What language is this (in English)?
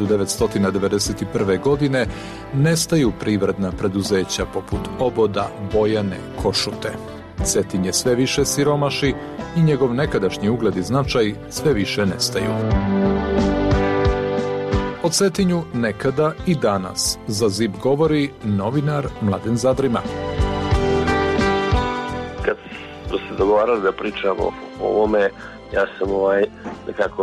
Serbian